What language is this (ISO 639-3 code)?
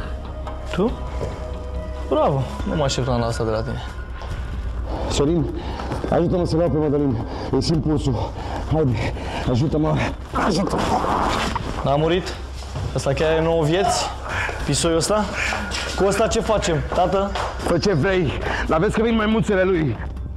ron